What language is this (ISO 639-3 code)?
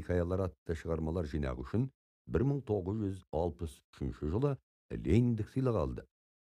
kaz